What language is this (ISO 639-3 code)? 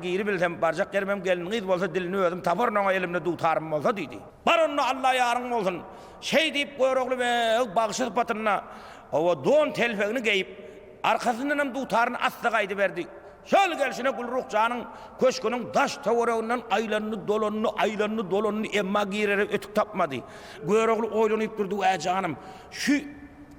tuk